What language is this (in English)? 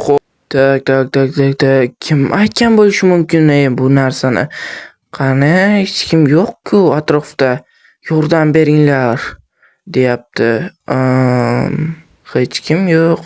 Uzbek